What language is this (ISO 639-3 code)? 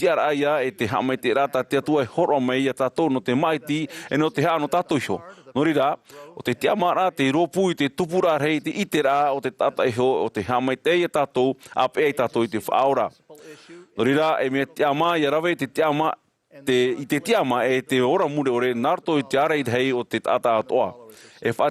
tah